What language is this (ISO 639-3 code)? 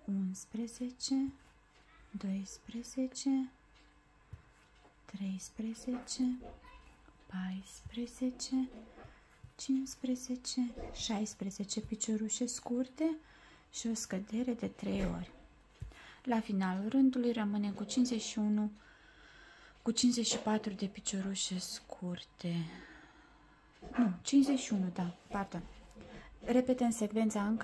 ron